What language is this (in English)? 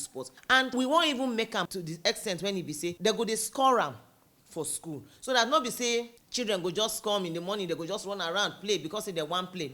Nigerian Pidgin